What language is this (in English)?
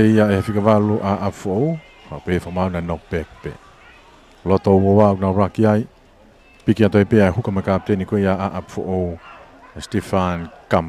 Tongan